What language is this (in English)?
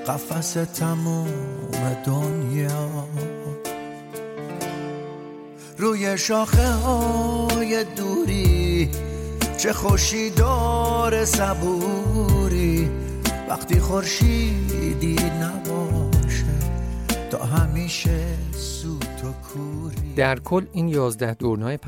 Persian